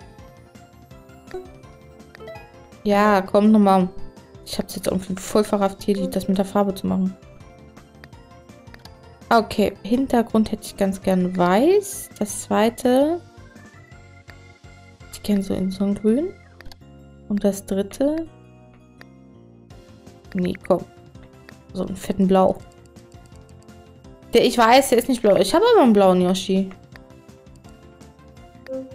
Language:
German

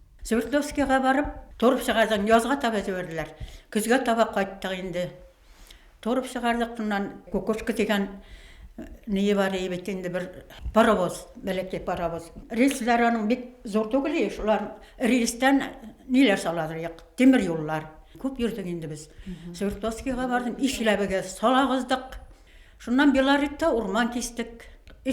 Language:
Bashkir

